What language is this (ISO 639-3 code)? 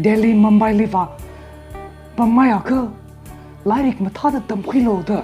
nmf